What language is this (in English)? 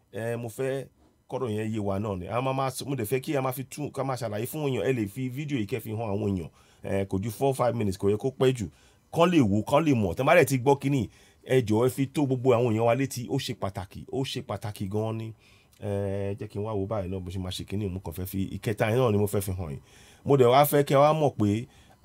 Yoruba